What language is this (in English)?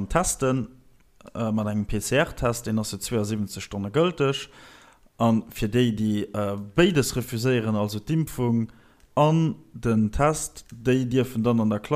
Luxembourgish